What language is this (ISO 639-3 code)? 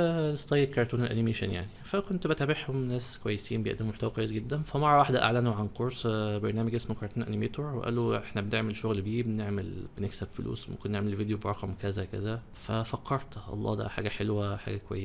arz